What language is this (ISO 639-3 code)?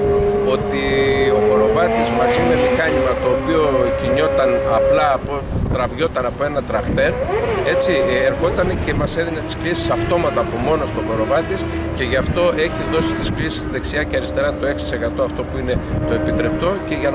ell